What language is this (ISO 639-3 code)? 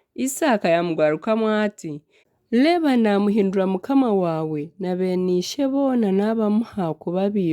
nyn